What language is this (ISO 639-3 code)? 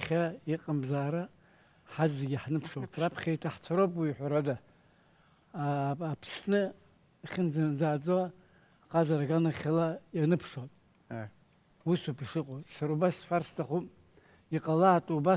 abk